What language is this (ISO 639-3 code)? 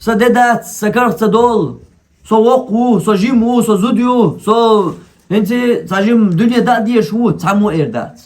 che